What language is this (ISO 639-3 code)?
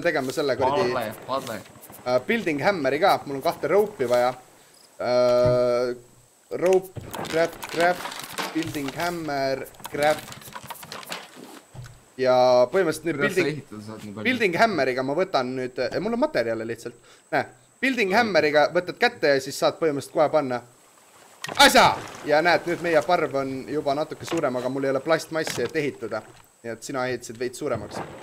est